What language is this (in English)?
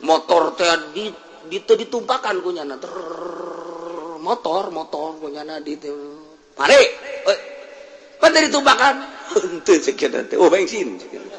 Sundanese